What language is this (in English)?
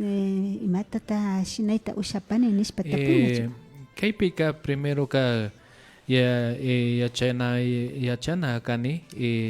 Imbabura Highland Quichua